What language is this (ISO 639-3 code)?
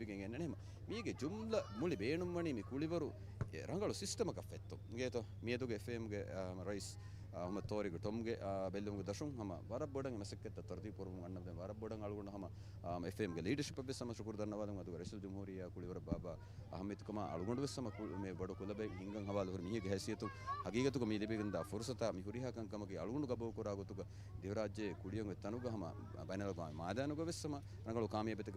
div